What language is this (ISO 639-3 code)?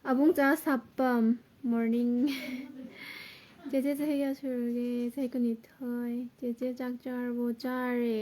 mni